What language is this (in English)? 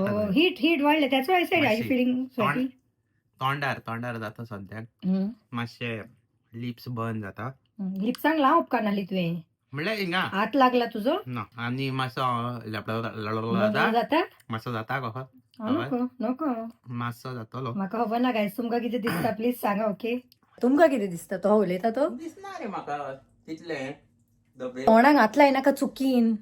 Konkani